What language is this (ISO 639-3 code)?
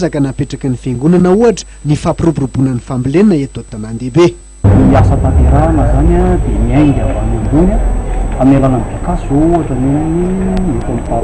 mlg